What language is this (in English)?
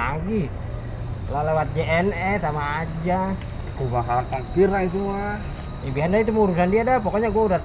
Betawi